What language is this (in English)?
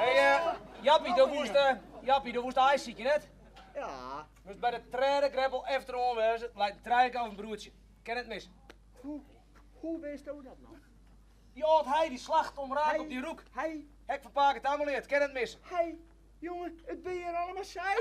Western Frisian